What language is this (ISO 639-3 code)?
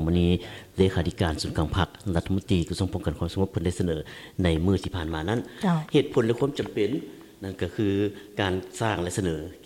lao